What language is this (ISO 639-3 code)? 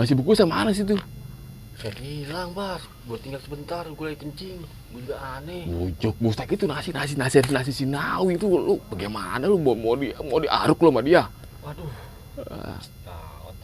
bew